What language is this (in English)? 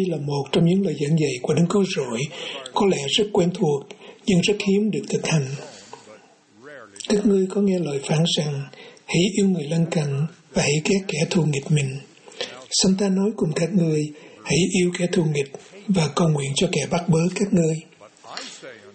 Vietnamese